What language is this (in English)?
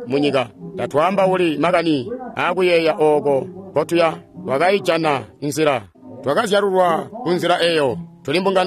Tonga (Zambia)